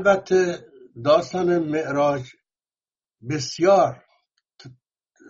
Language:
Persian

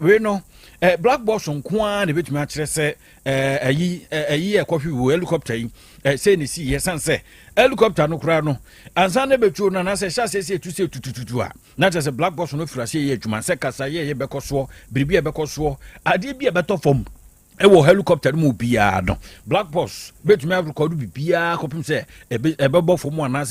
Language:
Akan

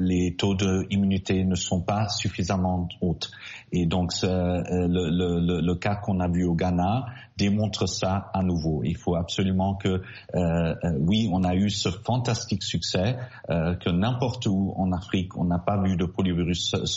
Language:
French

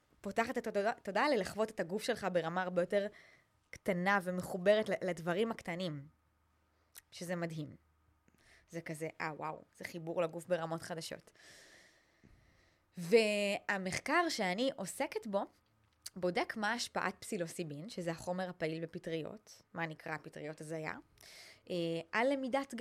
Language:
Hebrew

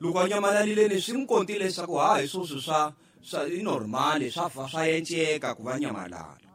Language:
Tsonga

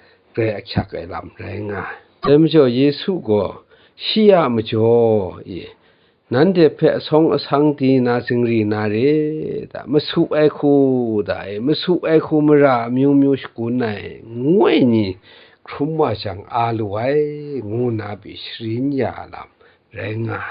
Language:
Kachin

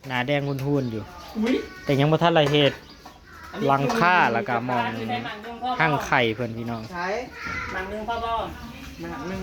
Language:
Northeastern Thai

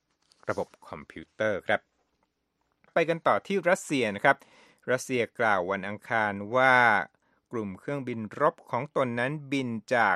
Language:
Thai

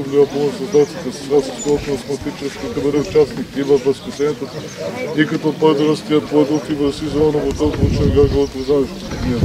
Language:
Bulgarian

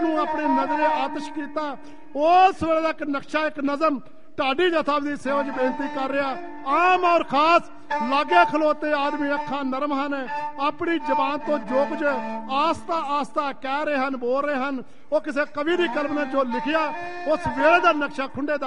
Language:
Punjabi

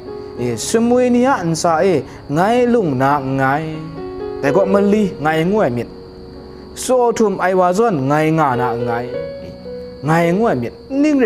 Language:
Kachin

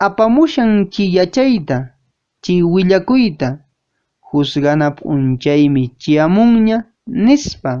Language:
Quechua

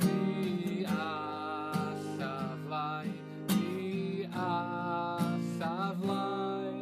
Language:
Welsh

